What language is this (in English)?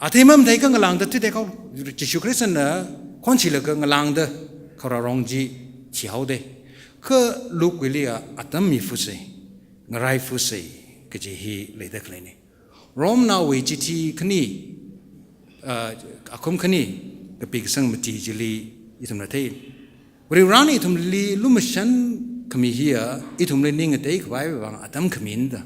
Tangkhul Naga (India)